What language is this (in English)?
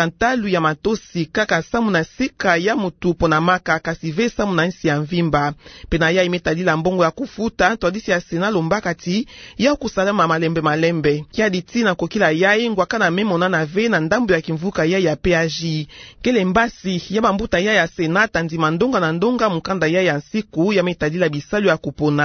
Kituba (Democratic Republic of Congo)